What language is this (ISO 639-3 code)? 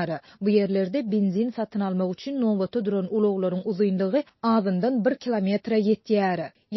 tuk